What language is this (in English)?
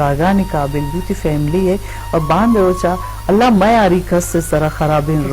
Eastern Balochi